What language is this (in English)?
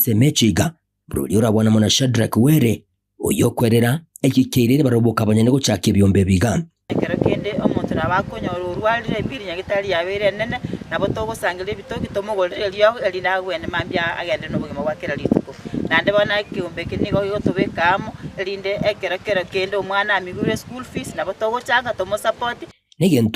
Gusii